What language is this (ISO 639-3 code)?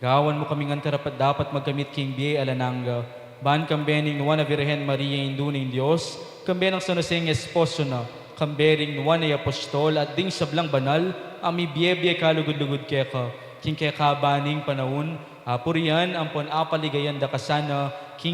pam